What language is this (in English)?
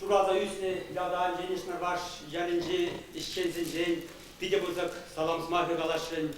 Chuvash